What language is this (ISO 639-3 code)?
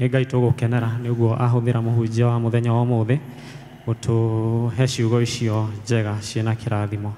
kik